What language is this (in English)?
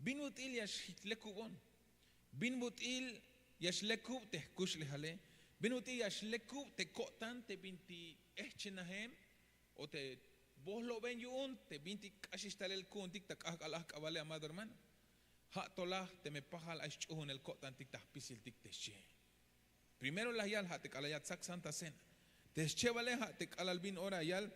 Tzeltal